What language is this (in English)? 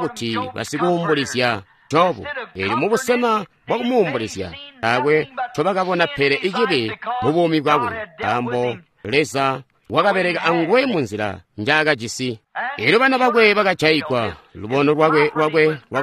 Tonga (Zambia)